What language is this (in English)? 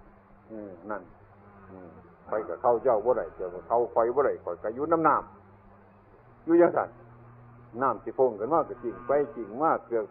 Northeastern Thai